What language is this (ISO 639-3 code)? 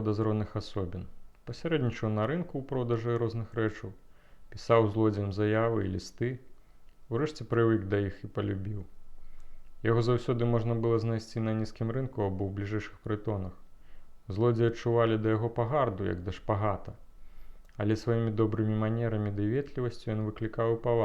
bel